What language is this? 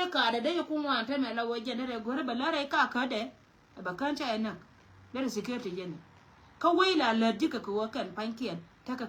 Nuer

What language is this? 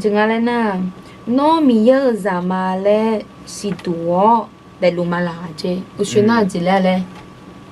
Akha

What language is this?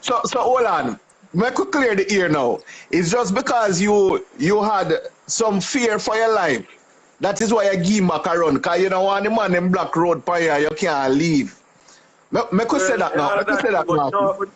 Jamaican Creole English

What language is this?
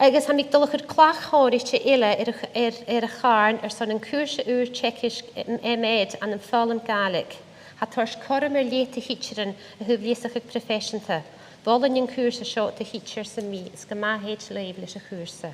Scottish Gaelic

